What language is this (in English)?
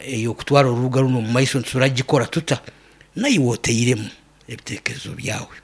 Nyankole